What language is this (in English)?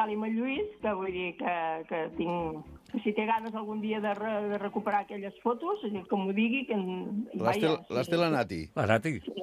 Catalan